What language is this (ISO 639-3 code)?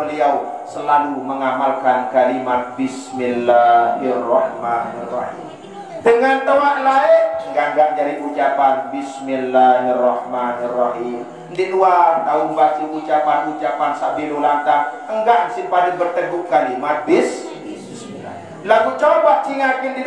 sas